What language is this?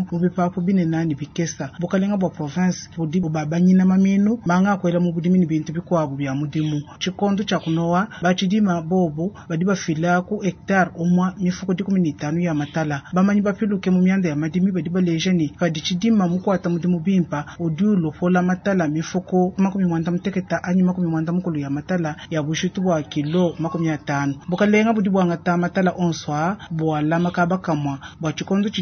Luba-Lulua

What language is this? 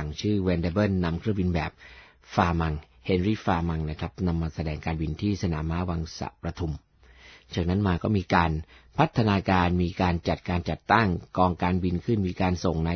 Thai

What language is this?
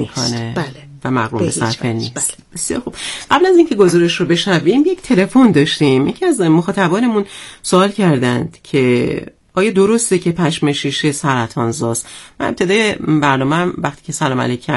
Persian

